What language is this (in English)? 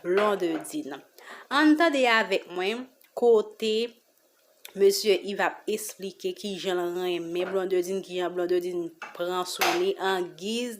Haitian Creole